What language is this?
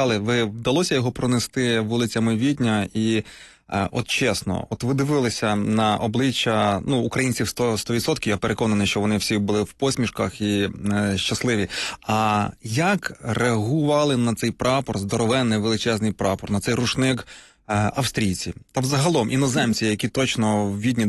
Ukrainian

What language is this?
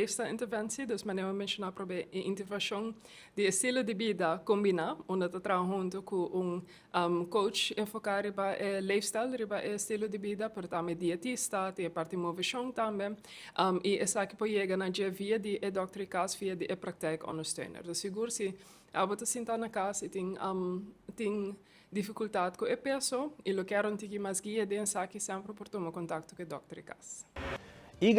Papiamento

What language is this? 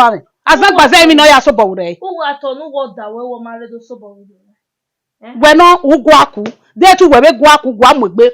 Bini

